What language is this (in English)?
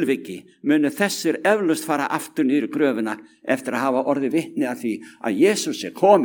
Icelandic